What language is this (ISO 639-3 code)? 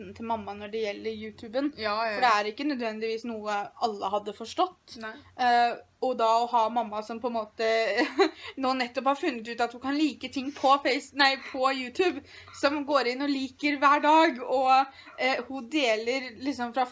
nor